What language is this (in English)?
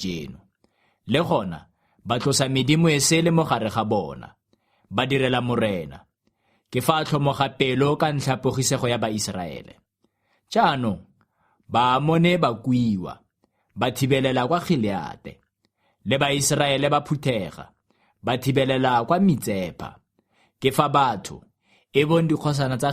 Tswana